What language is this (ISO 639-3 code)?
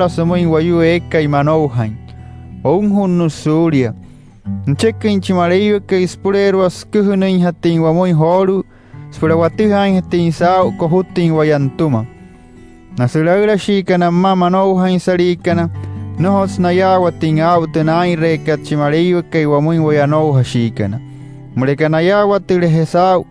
guc